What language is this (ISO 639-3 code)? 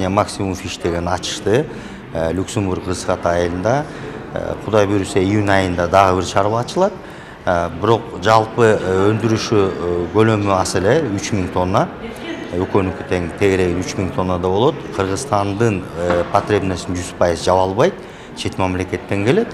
kir